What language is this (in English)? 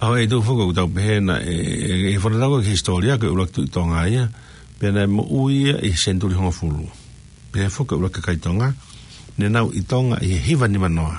Tongan